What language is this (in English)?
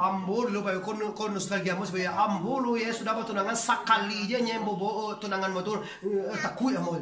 Minangkabau